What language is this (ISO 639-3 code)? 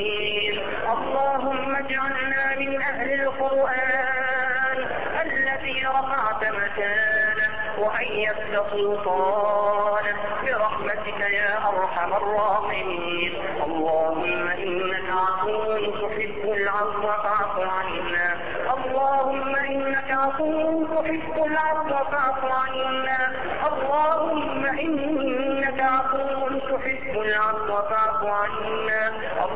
ara